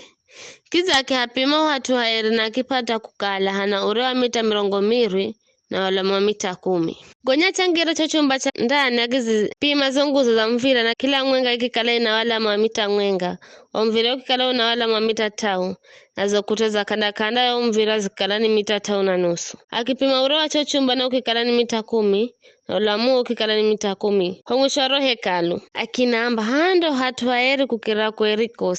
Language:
Giryama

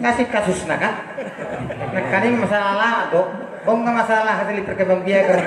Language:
Batak Toba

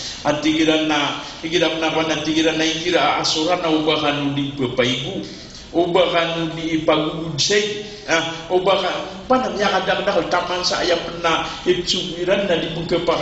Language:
Maranao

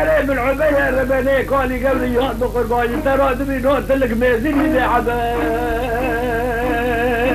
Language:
Kurdish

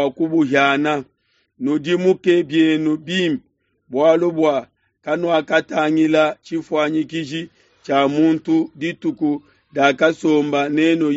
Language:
Luba-Lulua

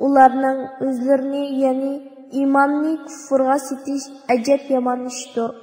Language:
Uyghur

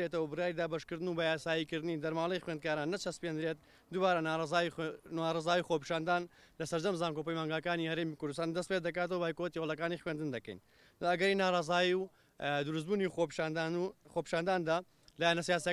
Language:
Central Kurdish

